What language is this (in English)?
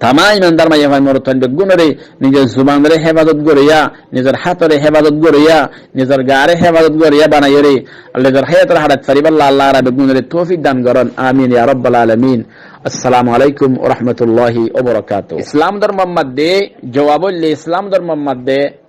Rohingya